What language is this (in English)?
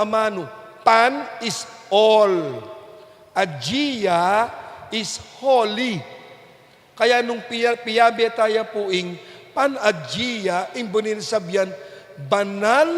Pampanga